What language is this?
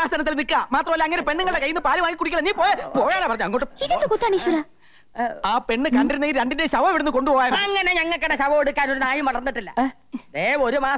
Malayalam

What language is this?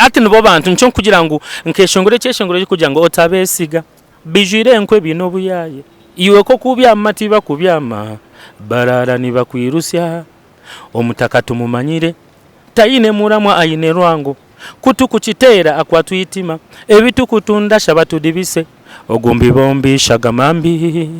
Nyankole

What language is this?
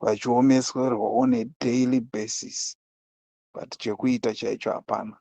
Shona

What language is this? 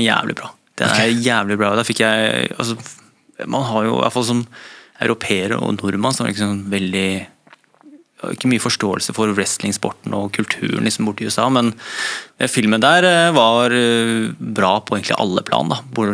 Norwegian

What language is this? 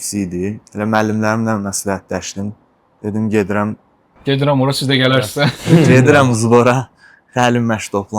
Azerbaijani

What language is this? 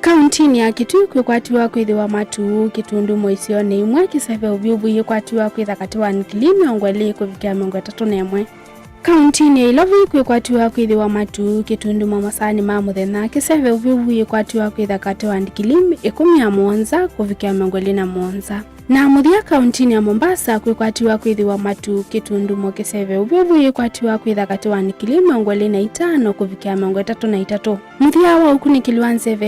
Kamba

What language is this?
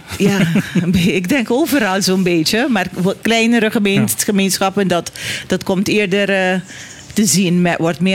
Dutch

